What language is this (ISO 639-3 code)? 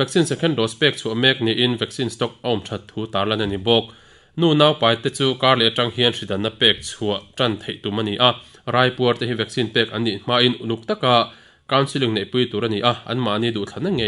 lus